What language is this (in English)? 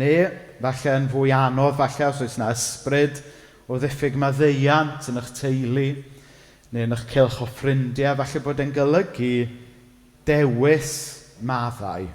Welsh